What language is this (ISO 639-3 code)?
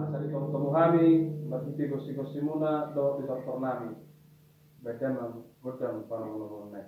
bbc